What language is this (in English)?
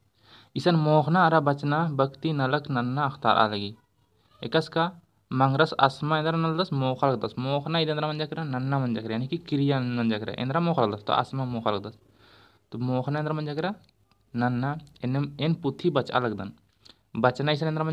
Kurukh